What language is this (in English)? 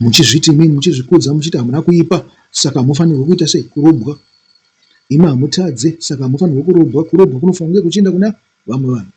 Shona